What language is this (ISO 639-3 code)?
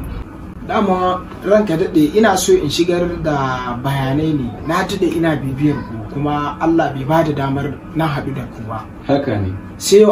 hau